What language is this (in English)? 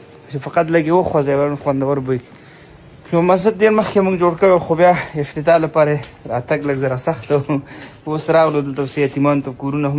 Pashto